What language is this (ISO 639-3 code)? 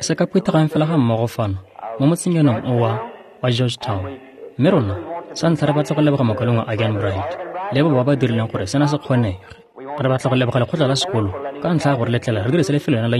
tsn